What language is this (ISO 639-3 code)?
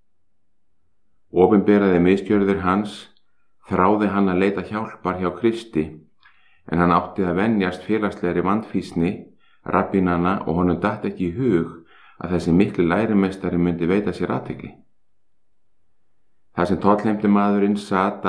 isl